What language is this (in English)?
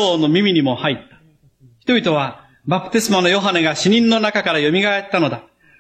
Japanese